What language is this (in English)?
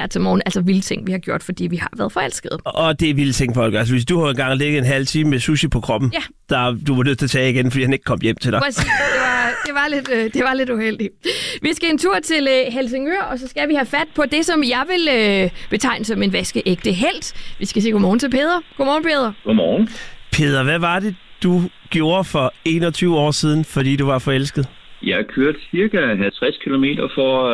Danish